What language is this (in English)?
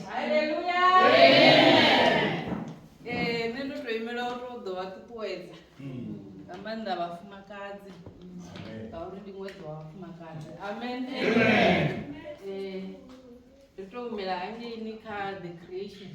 Venda